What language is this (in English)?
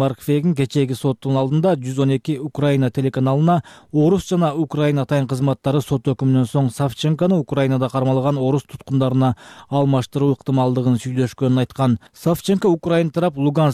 Kyrgyz